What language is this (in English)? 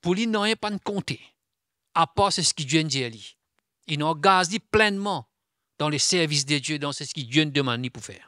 Morisyen